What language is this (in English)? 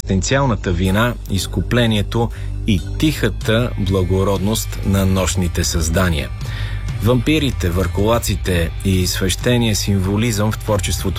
Bulgarian